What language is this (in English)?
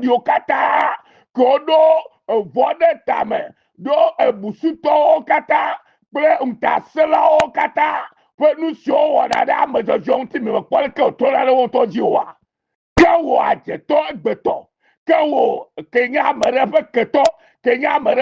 Ewe